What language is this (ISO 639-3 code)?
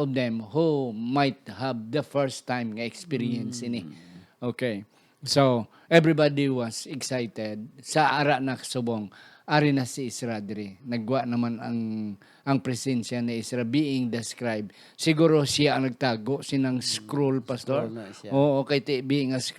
hil